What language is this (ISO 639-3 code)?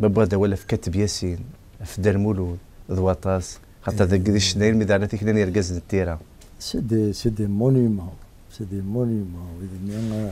kab